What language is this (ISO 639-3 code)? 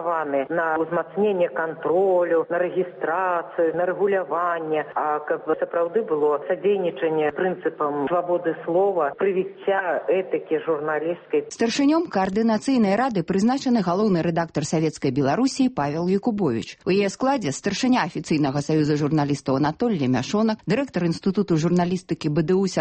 bel